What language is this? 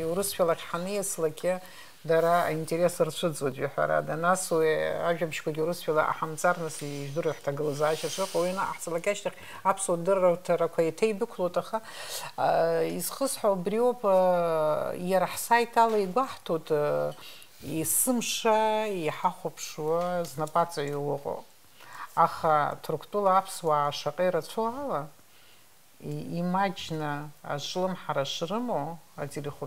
Abkhazian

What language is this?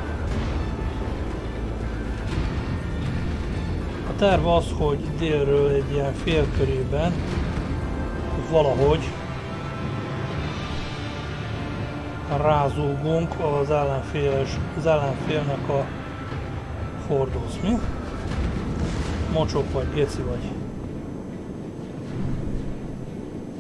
Hungarian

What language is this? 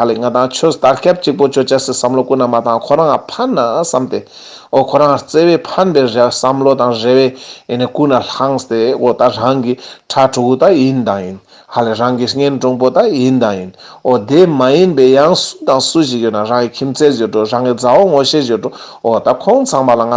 Ladakhi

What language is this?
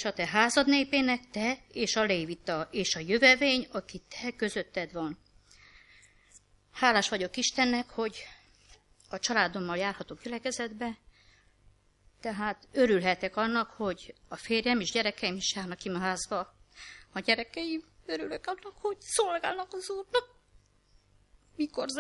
Hungarian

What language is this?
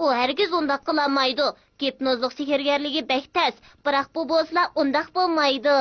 Uyghur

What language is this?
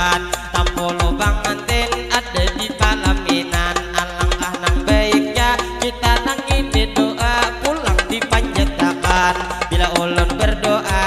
Banjar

